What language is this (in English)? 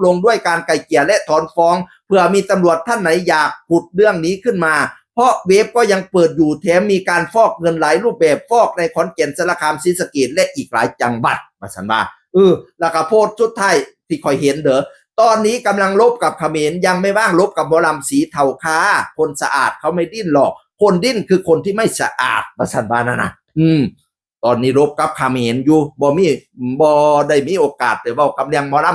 Northeastern Thai